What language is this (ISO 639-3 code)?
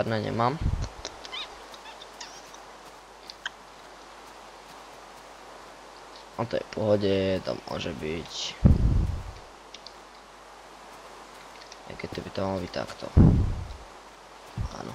slk